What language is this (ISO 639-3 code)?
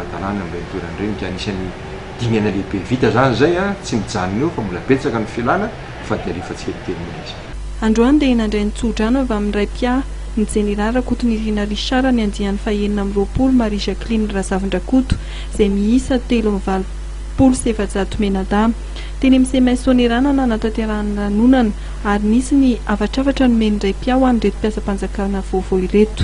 mlg